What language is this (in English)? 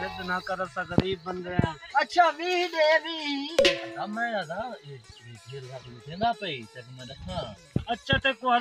Saraiki